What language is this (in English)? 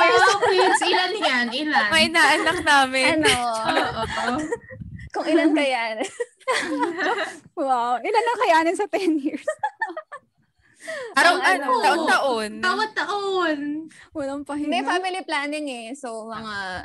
Filipino